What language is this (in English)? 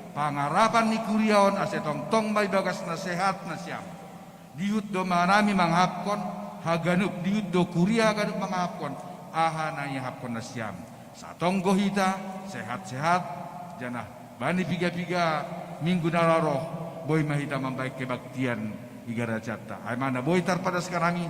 Batak Simalungun